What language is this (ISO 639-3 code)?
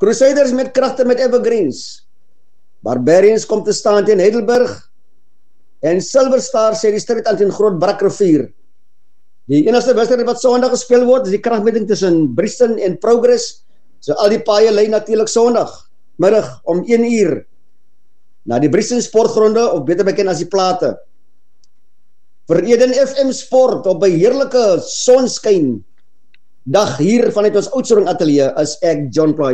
afr